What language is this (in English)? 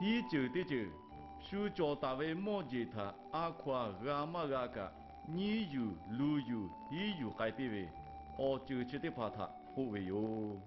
Lahu